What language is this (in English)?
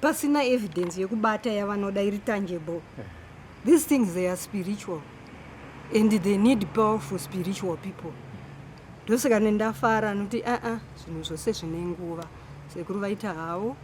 Shona